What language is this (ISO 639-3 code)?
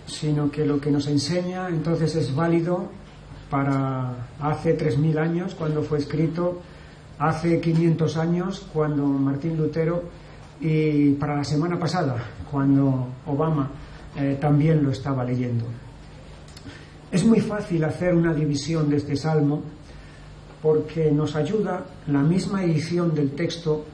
spa